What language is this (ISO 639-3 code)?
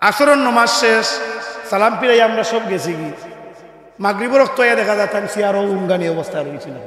syl